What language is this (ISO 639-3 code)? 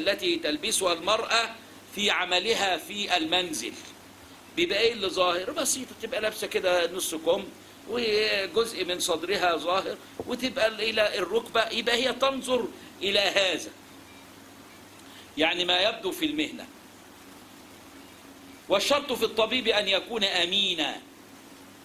arz